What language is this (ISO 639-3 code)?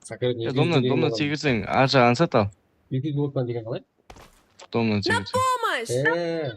kaa